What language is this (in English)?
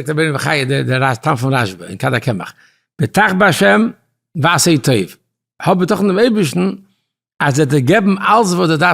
Yiddish